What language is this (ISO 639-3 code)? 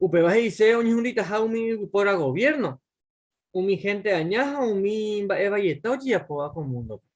grn